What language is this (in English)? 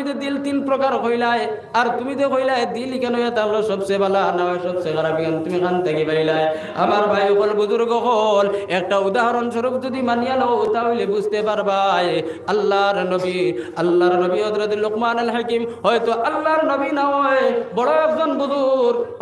Sylheti